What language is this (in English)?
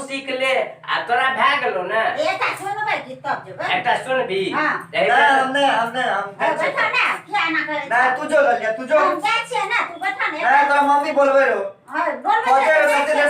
Maithili